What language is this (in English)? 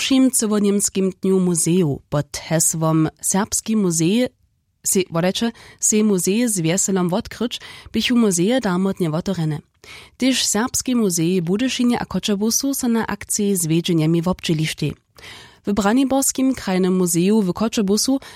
Upper Sorbian